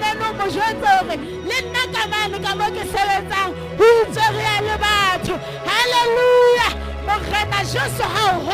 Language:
Southern Sotho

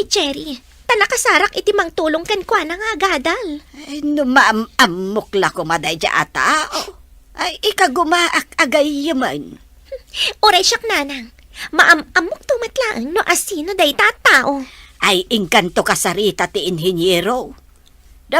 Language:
Iloko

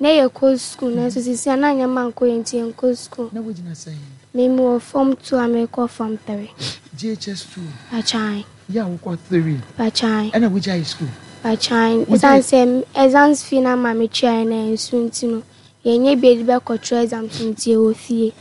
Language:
Akan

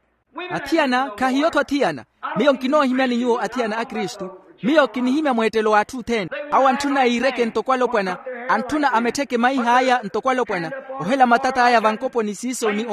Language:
Makhuwa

